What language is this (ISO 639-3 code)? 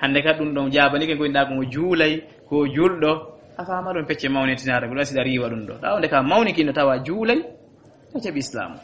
ful